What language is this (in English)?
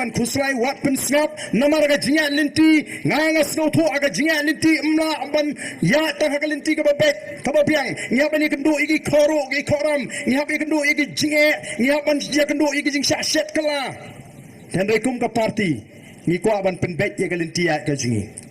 Khasi